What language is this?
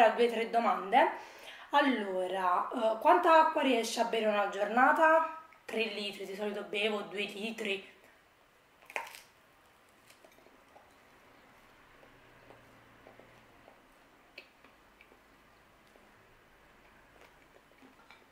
Italian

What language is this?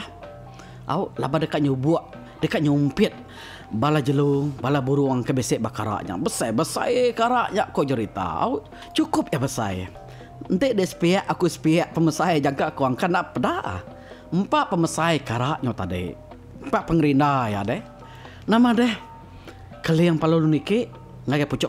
Iban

